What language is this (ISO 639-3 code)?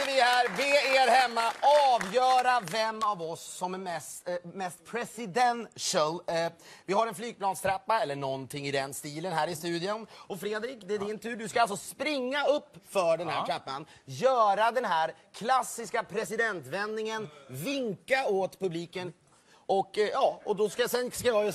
swe